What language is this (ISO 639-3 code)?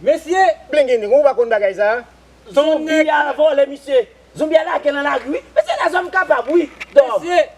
hat